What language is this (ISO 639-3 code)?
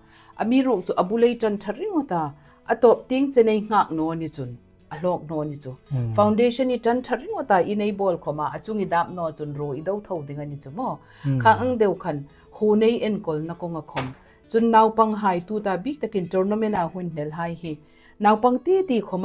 hmr